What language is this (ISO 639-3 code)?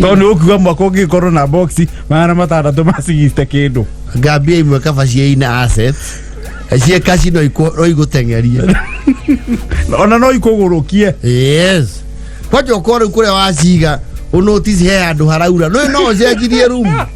kik